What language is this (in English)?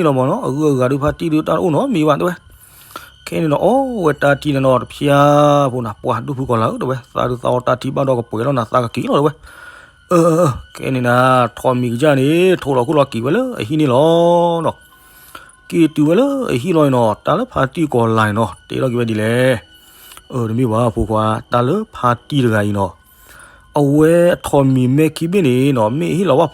S'gaw Karen